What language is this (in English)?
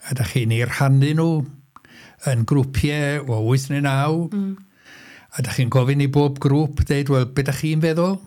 Welsh